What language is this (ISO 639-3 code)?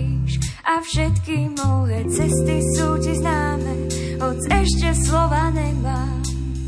slk